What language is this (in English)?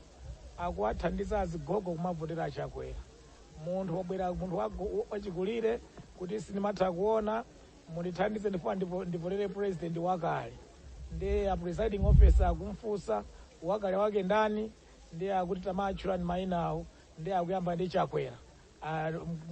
Nyanja